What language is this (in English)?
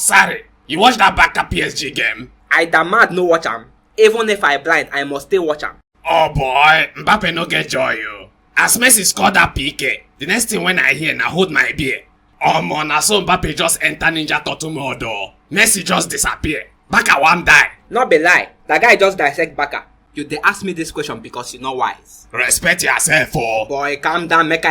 Nigerian Pidgin